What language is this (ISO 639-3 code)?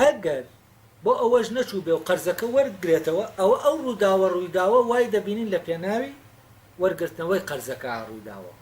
ckb